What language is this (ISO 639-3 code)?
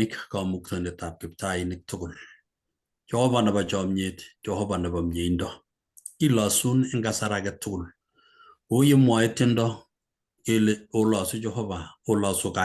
kln